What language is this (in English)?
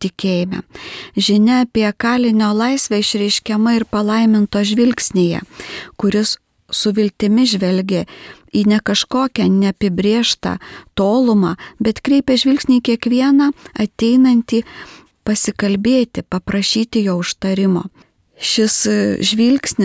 Lithuanian